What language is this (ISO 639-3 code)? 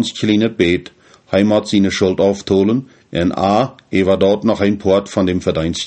pdt